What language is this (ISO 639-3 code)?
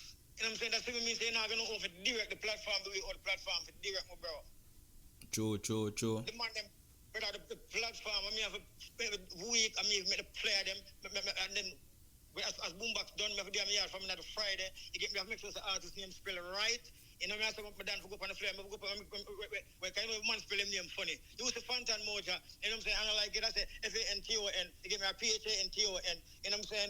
jam